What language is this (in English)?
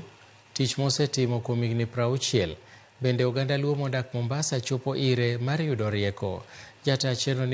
Luo (Kenya and Tanzania)